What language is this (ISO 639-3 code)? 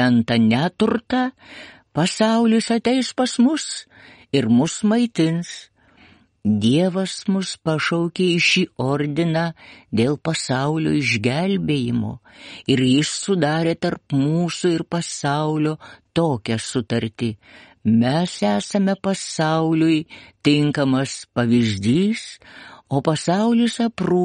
lit